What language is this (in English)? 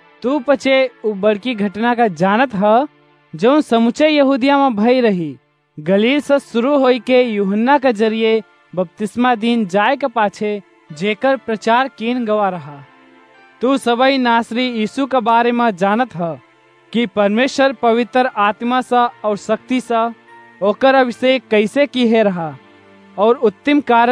Awadhi